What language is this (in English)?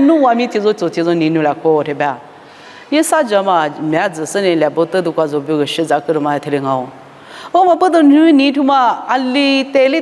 Lisu